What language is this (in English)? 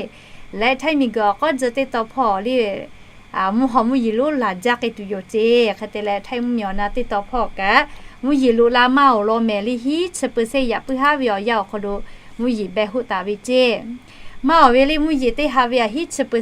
Lahu